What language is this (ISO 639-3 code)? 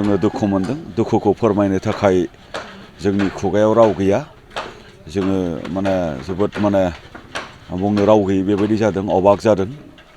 brx